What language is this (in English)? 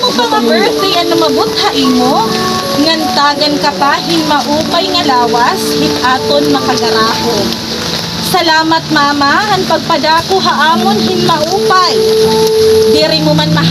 Waray